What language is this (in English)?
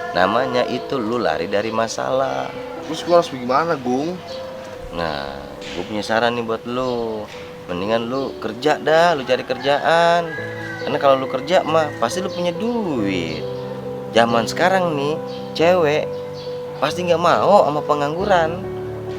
Betawi